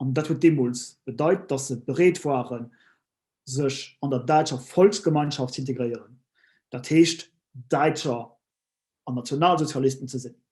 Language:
Luxembourgish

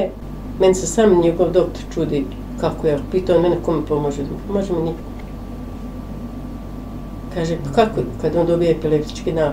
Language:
Bosnian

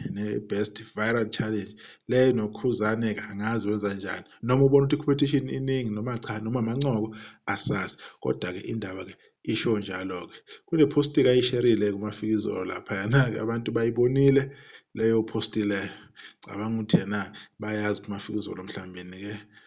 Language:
Zulu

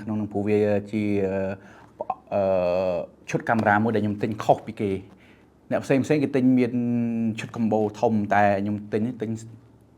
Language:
Khmer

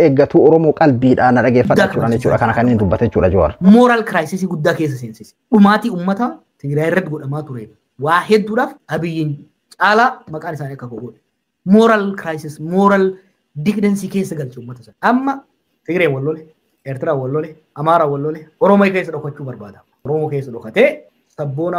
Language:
Oromo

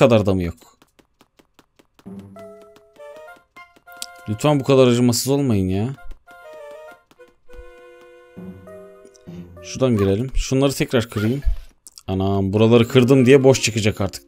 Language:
Turkish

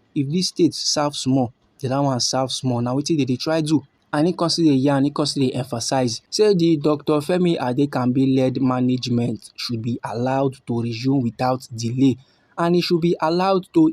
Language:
Nigerian Pidgin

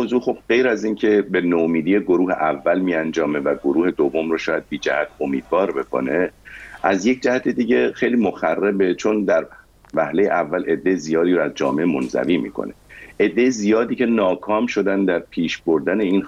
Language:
Persian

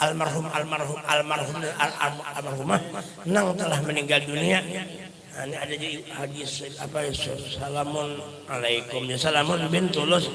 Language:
Banjar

